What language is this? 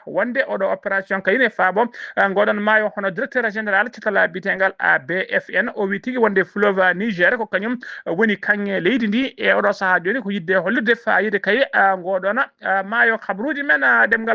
Fula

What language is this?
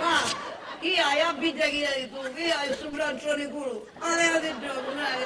Sicilian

